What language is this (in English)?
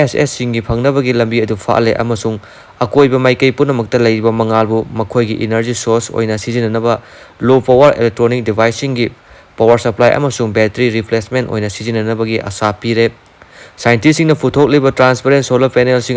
Manipuri